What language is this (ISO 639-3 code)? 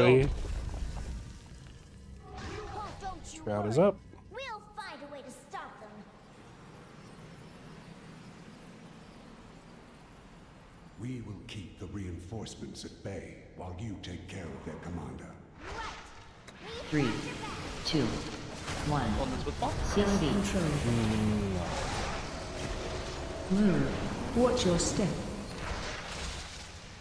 eng